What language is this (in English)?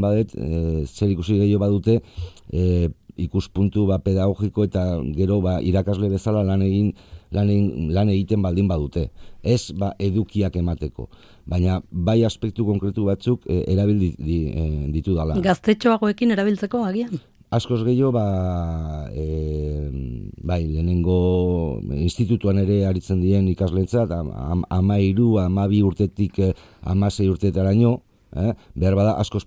Basque